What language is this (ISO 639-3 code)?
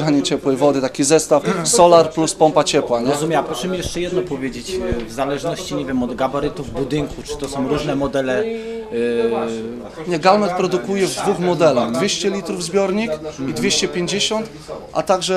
pol